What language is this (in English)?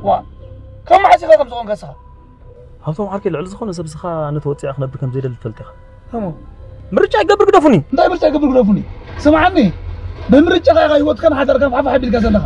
Tigrinya